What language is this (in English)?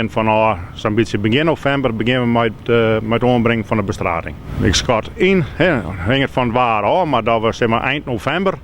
Western Frisian